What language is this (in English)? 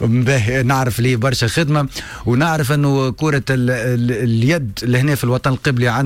Tunisian Arabic